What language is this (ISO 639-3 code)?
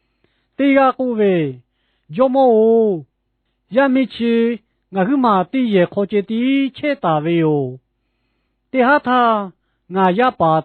lhu